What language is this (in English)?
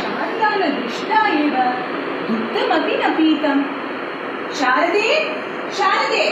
Sanskrit